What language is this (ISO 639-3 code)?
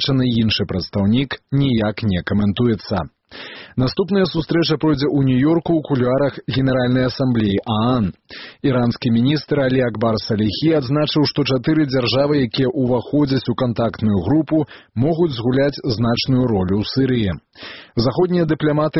bel